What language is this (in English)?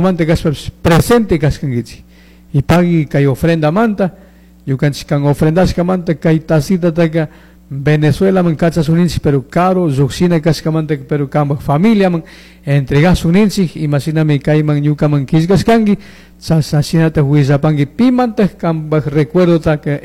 Chimborazo Highland Quichua